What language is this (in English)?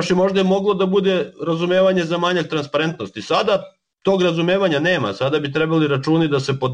Serbian